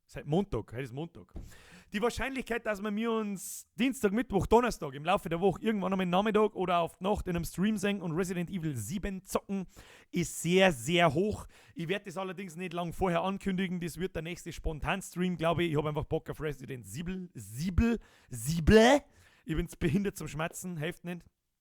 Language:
Bavarian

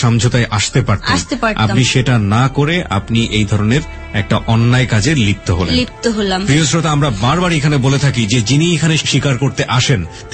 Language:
Bangla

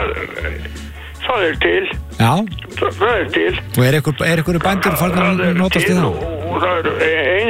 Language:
Icelandic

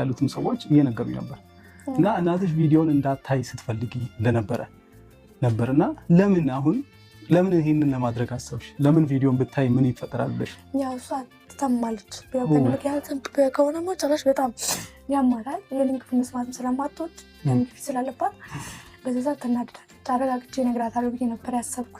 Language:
Amharic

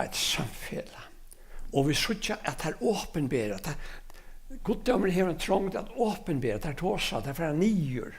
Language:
Faroese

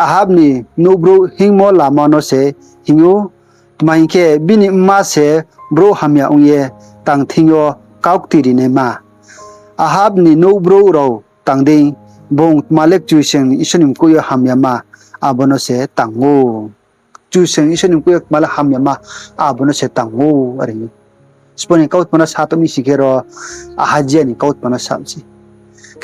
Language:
Riang (India)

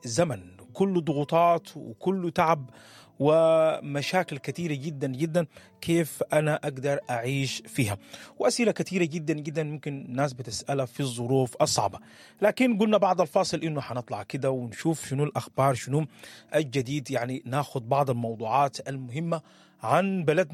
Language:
Sudanese Arabic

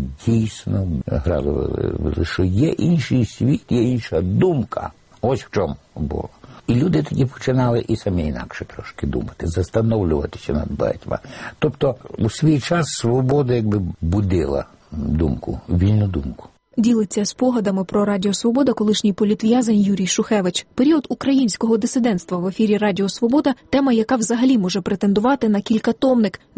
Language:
Ukrainian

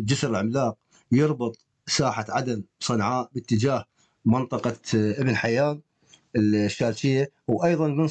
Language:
Mesopotamian Arabic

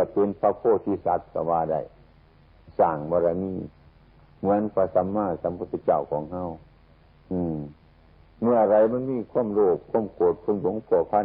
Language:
Northeastern Thai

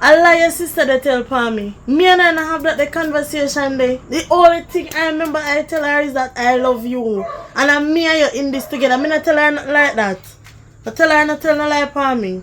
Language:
Jamaican Creole English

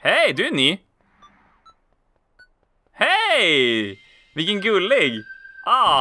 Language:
Swedish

